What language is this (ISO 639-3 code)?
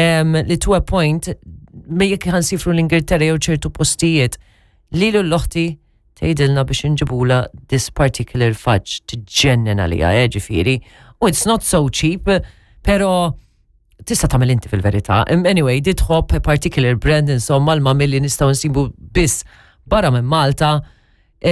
mlt